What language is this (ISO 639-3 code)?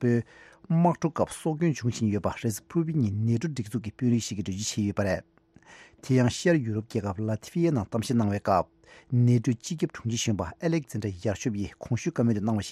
bod